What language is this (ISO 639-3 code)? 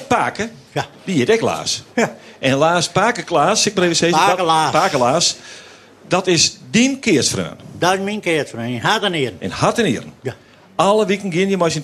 fry